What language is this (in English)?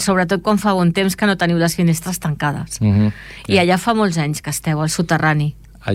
Catalan